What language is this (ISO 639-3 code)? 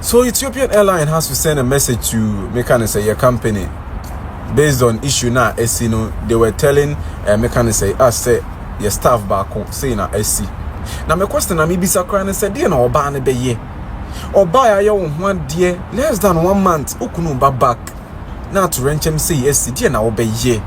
aka